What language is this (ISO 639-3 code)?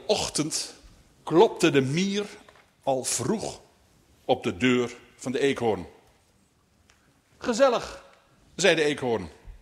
nld